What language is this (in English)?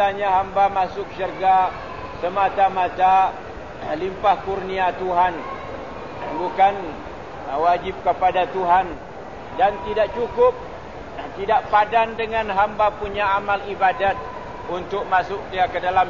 Malay